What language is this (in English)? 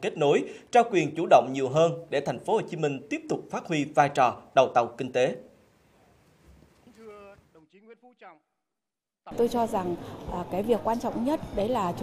Vietnamese